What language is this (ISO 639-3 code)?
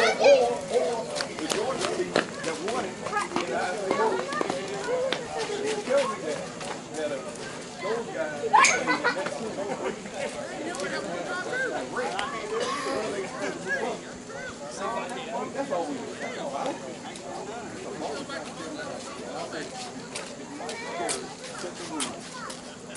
eng